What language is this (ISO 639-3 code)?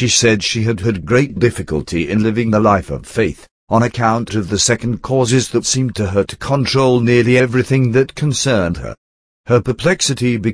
eng